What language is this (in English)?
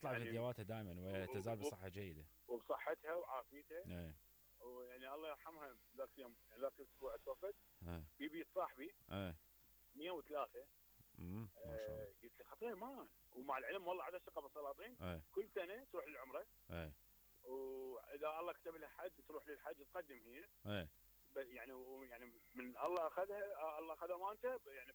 Mesopotamian Arabic